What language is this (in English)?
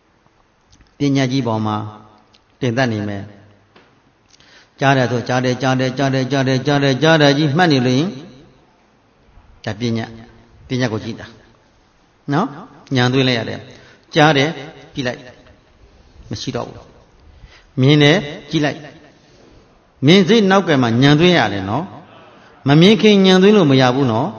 Burmese